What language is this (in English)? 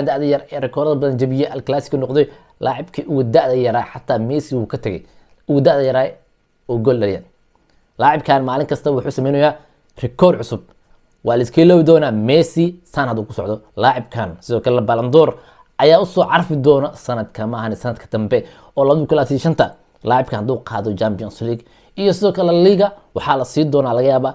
Somali